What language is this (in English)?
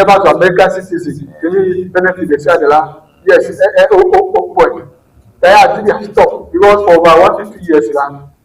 Ewe